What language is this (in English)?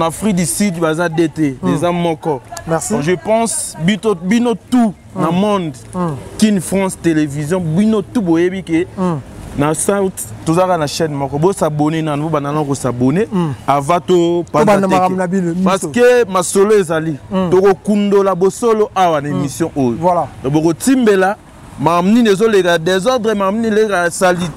Lingala